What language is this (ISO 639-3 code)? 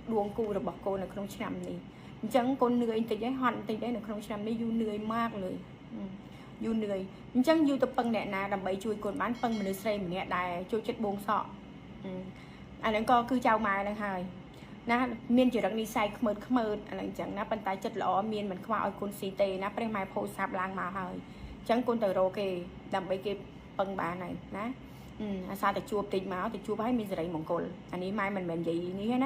khm